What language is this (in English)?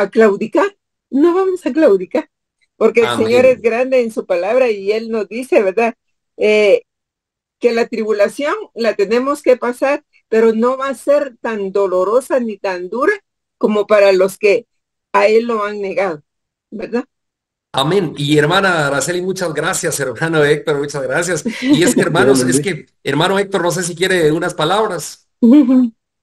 Spanish